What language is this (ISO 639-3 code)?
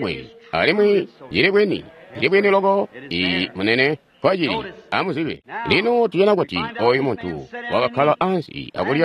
toi